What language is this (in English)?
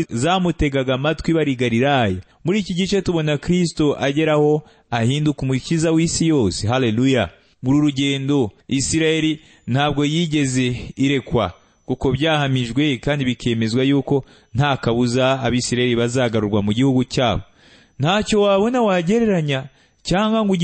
Kinyarwanda